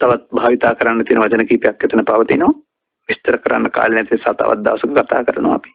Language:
Sinhala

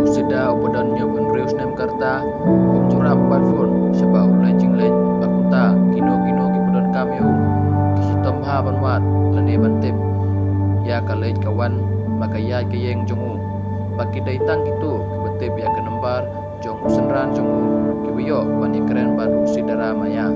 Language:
Khasi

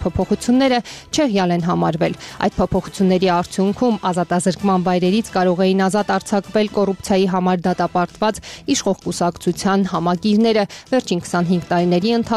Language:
Armenian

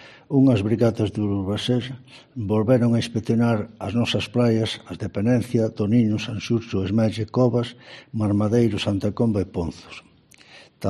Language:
Galician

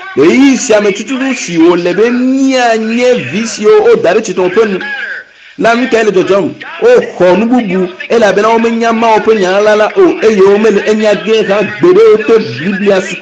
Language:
Ewe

